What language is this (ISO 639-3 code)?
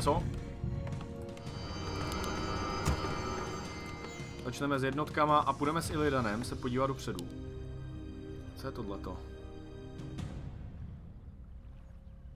ces